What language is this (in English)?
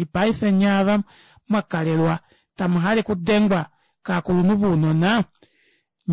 Kuanyama